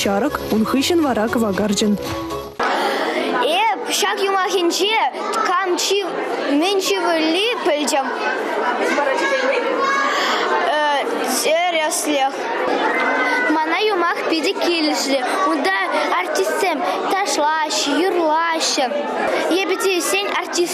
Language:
Chuvash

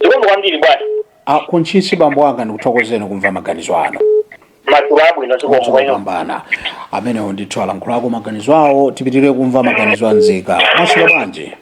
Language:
Nyanja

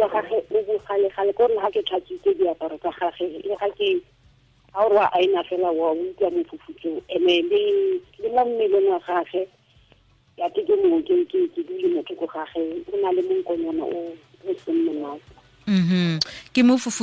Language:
Tswana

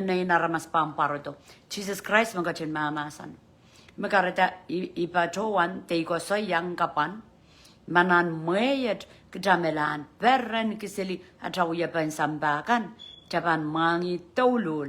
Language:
Pohnpeian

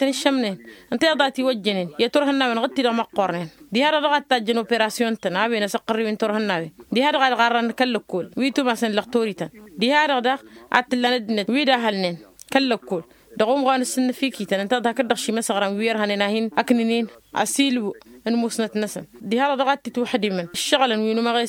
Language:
Tamasheq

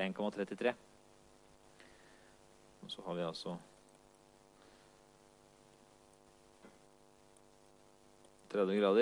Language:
Norwegian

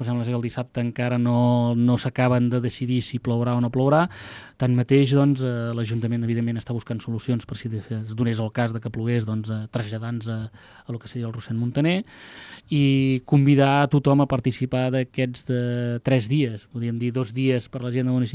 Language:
Catalan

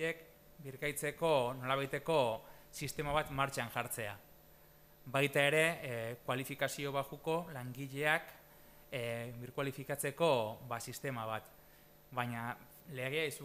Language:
Basque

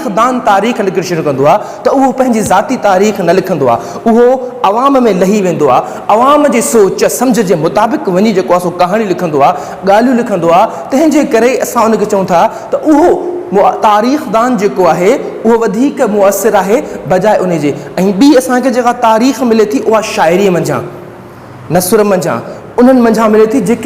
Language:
Sindhi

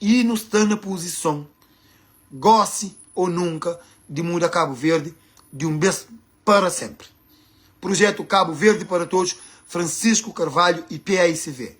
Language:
Kabuverdianu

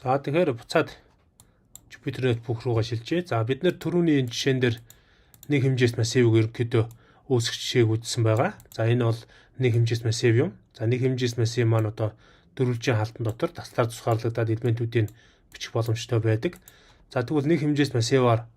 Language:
Mongolian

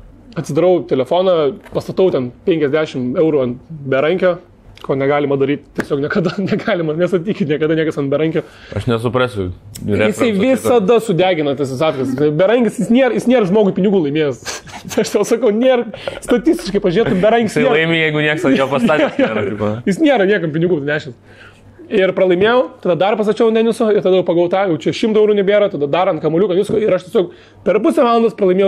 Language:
Lithuanian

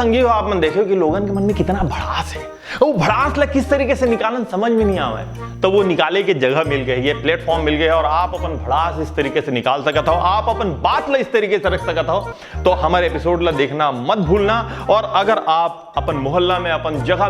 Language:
Chhattisgarhi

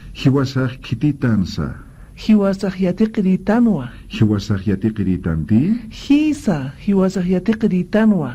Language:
Aymara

